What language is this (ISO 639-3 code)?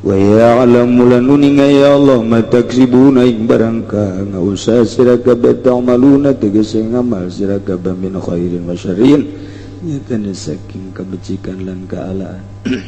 sun